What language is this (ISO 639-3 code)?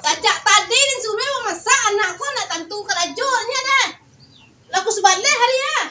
min